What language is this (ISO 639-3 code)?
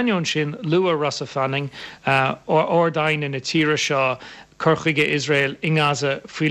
gle